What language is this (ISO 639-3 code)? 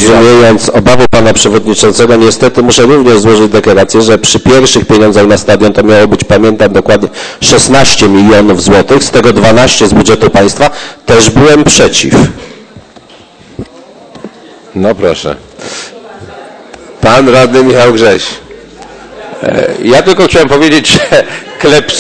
pol